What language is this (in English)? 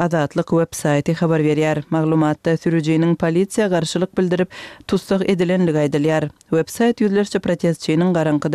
Kyrgyz